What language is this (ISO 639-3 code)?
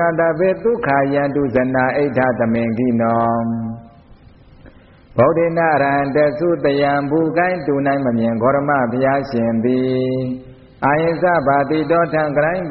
mya